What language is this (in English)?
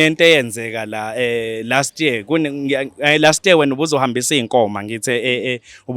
Zulu